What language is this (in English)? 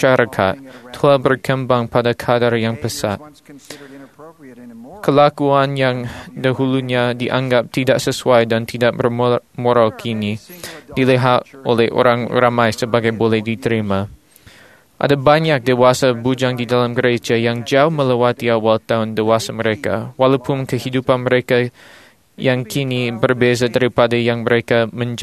Malay